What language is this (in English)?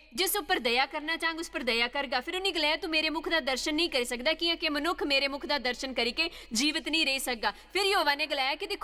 Dogri